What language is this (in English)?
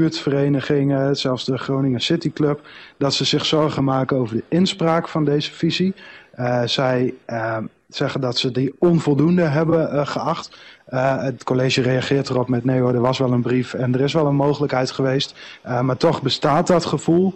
Dutch